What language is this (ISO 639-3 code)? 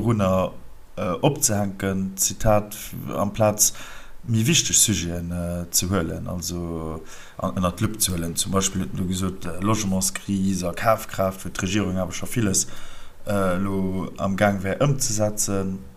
ltz